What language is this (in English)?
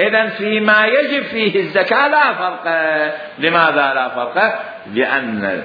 Mesopotamian Arabic